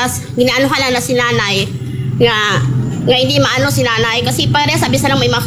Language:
Aklanon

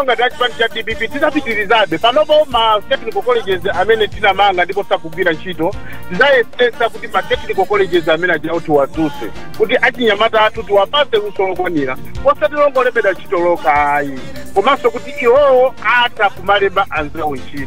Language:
Nyanja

